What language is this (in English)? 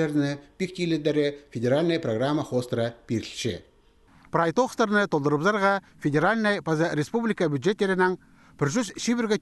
Khakas